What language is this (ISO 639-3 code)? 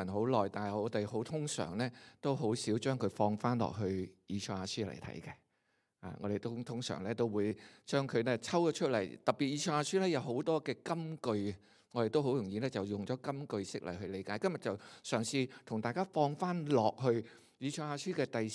yue